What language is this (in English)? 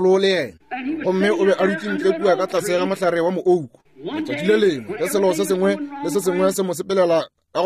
Northern Sotho